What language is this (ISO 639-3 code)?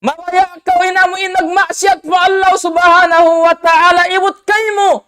tsg